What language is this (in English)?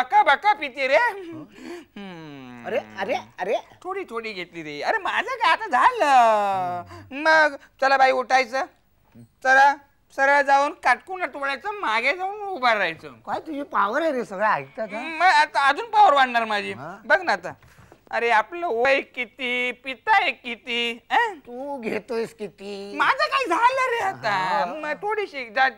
Marathi